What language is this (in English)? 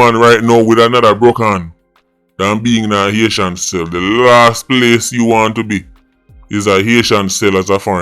Jamaican Creole English